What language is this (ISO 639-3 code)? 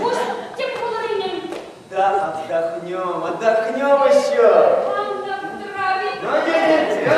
bak